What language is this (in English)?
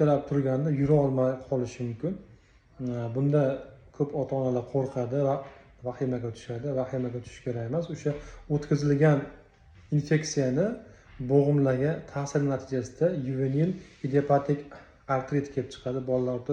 Uzbek